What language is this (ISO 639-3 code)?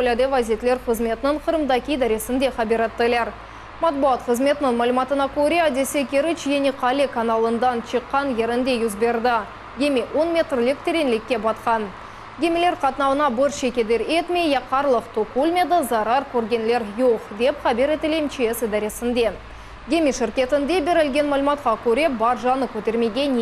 crh